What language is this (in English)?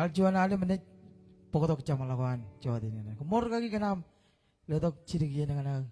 Marshallese